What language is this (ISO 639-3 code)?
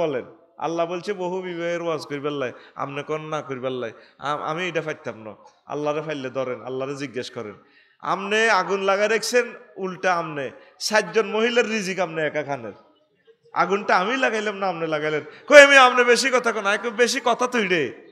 ben